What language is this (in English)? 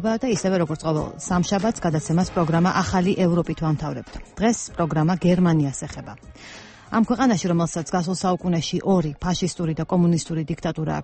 Georgian